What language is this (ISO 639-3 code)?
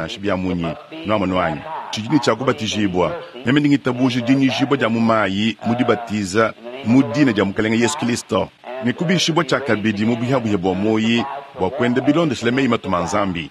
lua